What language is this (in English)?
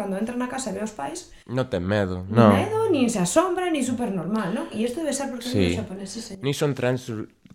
Galician